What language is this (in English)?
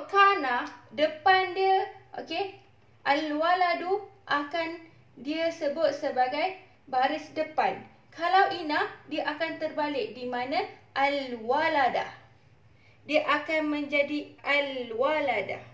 Malay